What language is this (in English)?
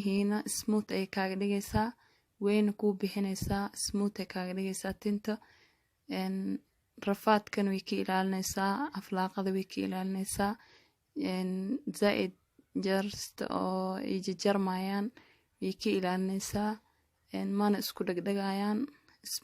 Somali